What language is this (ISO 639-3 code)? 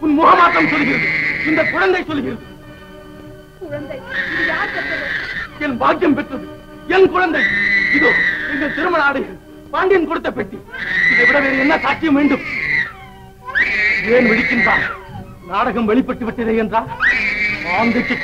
tam